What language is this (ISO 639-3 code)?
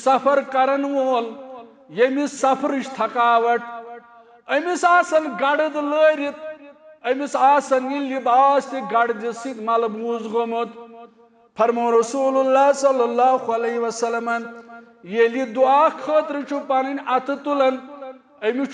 kas